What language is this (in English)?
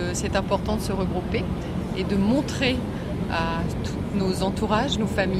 French